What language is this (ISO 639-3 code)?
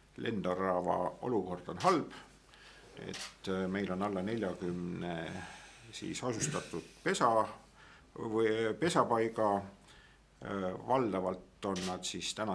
est